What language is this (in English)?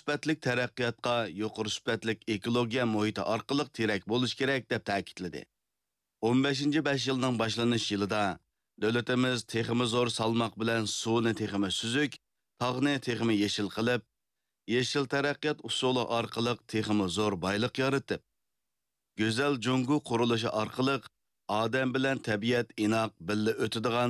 Uyghur